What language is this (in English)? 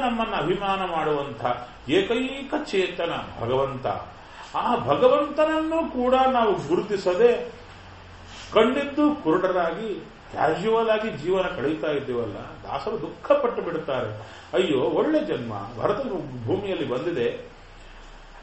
Kannada